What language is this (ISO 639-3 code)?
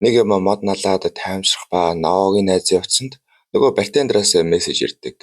mon